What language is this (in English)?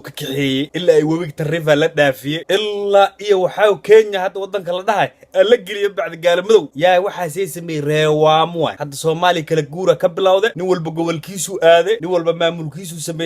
Somali